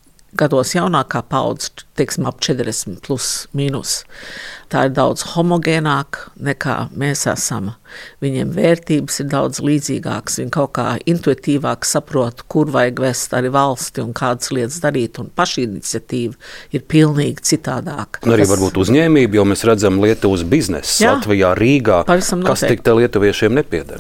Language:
Latvian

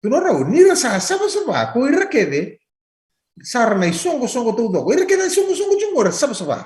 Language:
Fijian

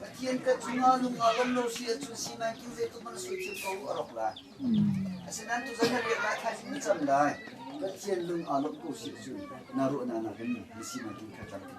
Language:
Hakha Chin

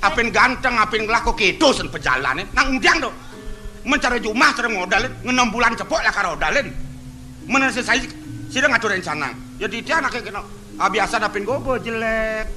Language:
Balinese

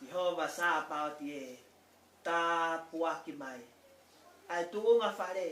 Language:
Tongan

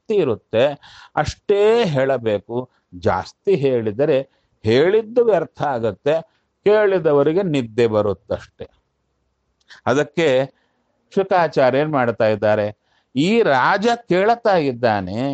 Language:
Kannada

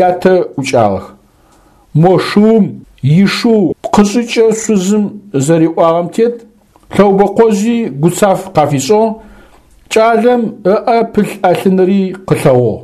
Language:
Adyghe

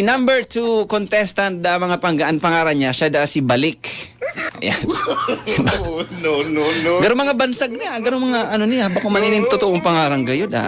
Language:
Bikol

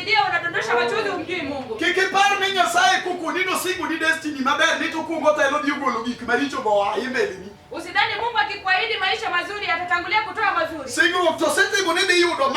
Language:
Luo (Kenya and Tanzania)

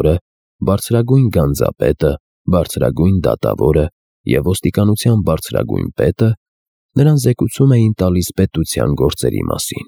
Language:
Armenian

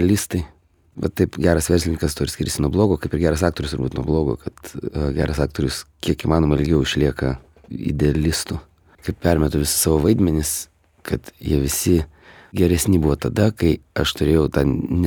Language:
Lithuanian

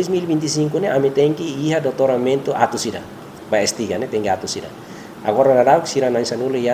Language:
Tetum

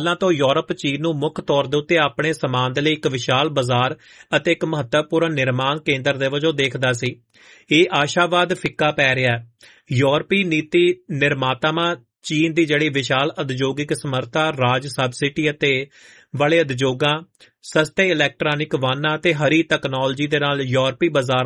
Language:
Punjabi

